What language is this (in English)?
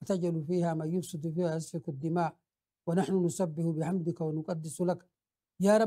Oromo